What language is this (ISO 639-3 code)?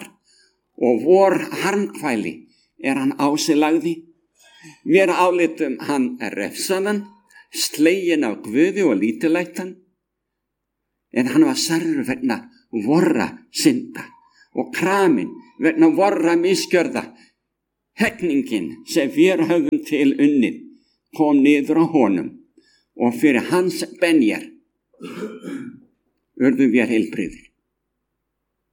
isl